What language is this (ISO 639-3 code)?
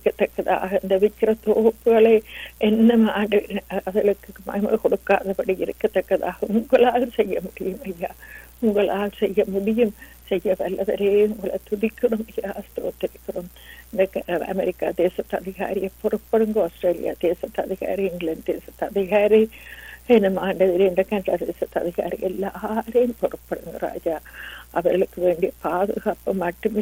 tam